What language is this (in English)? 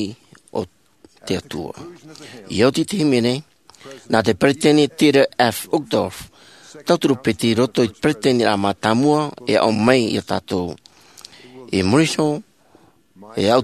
Tahitian